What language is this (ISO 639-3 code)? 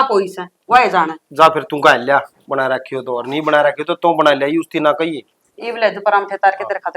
bgc